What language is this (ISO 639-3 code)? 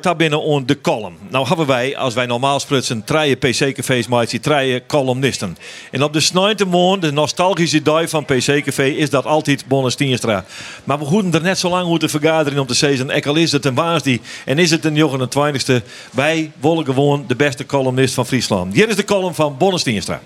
fry